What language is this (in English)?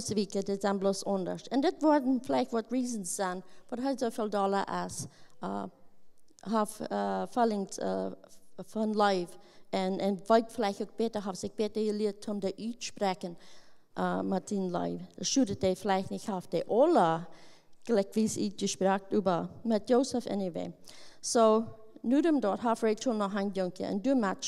Plautdietsch